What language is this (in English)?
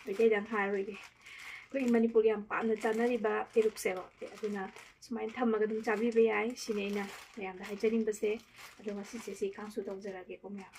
Manipuri